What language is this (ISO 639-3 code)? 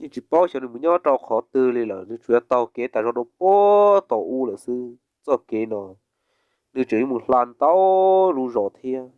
hmn